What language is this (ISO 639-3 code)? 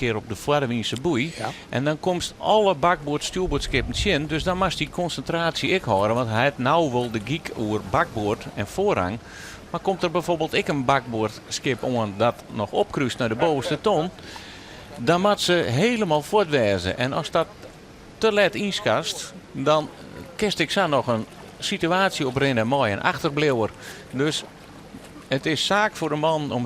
fry